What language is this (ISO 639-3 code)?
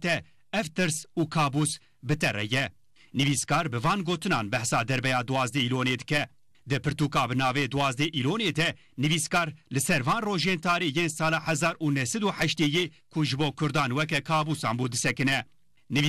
kur